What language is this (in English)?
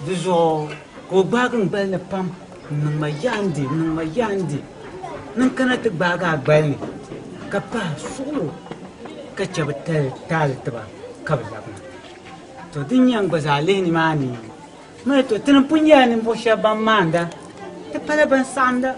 Dagbani